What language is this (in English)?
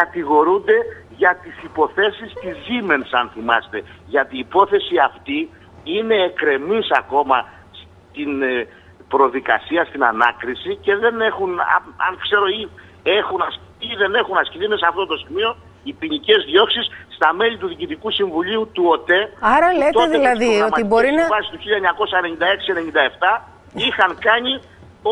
Greek